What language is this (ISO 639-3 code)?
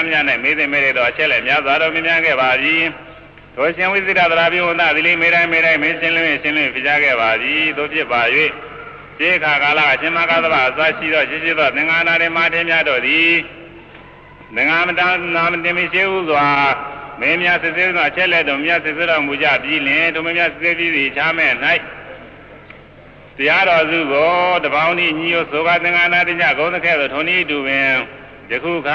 mya